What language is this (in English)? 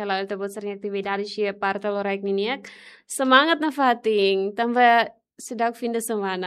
Tetum